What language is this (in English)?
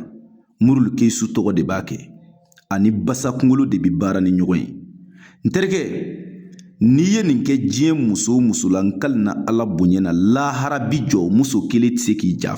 Bambara